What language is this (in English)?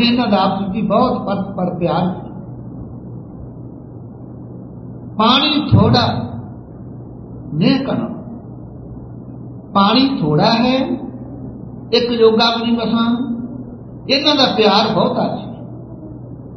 Punjabi